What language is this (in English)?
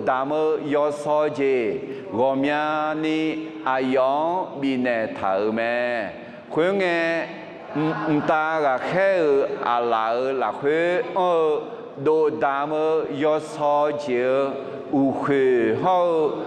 Akha